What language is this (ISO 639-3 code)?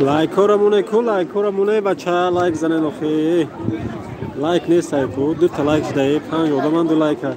tgk